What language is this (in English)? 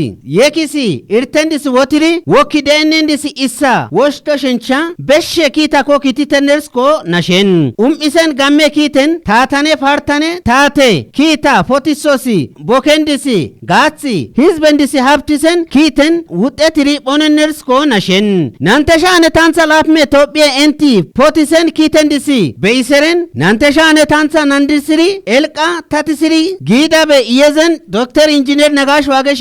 Kafa